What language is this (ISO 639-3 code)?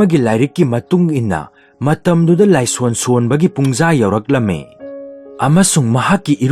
mni